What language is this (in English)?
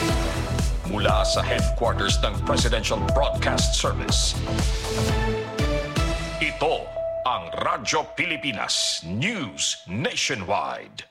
Filipino